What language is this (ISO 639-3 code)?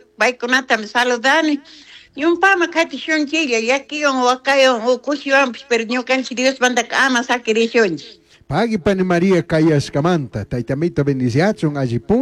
qug